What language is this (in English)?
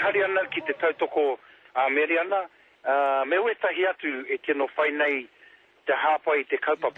Māori